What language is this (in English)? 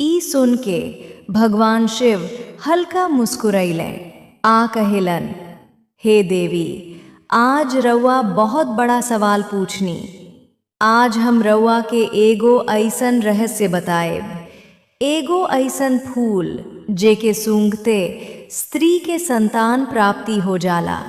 Bhojpuri